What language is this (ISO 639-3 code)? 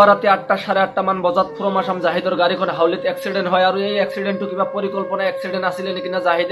asm